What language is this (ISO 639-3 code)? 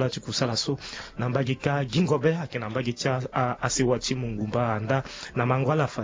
sag